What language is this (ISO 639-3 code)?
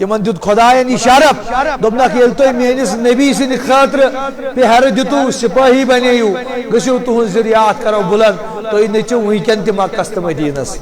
kas